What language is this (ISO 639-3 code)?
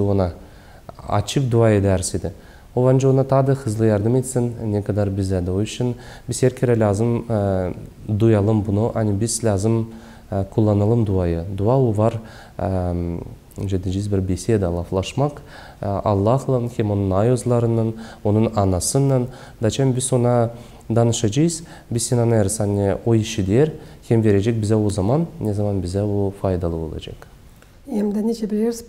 gag